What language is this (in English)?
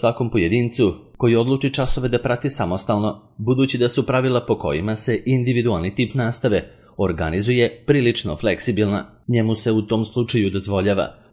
Serbian